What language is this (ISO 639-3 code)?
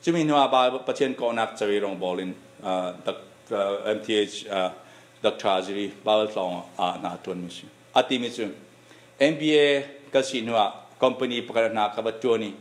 cfm